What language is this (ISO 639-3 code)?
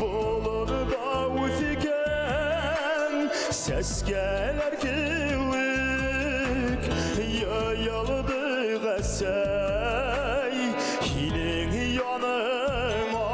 bak